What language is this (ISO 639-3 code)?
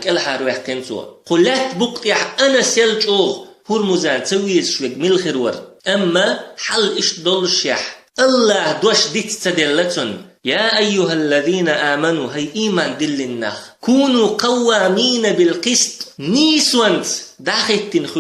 che